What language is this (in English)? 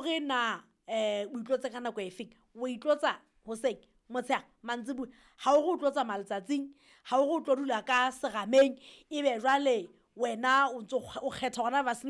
Southern Sotho